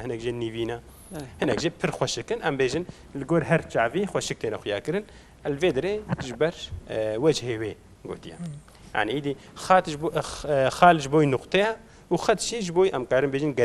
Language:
Kurdish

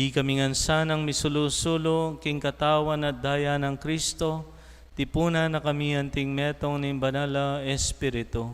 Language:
Pampanga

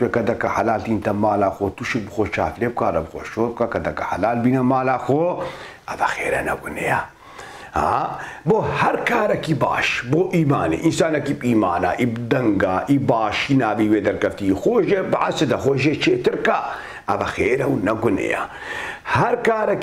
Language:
Kurdish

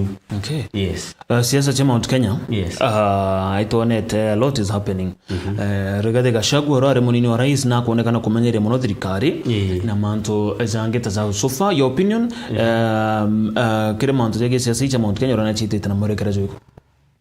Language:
Meru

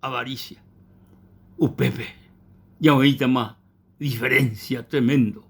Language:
Guarani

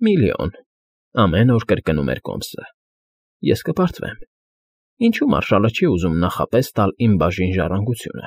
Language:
Armenian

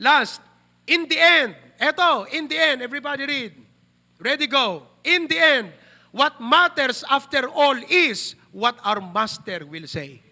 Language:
Iloko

